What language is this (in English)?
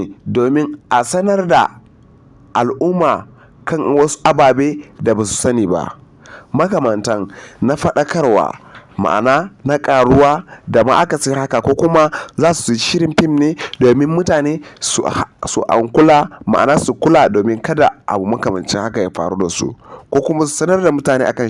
Hausa